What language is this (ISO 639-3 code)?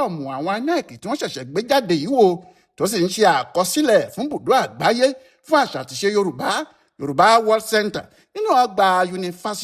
yor